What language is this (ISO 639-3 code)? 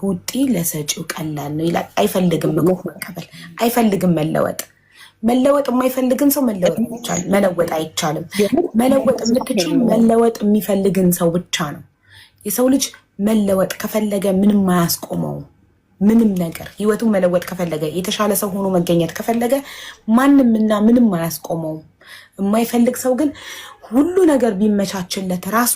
amh